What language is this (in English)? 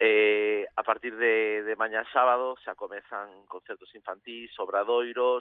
Galician